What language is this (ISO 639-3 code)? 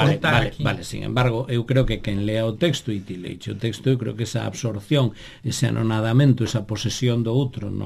glg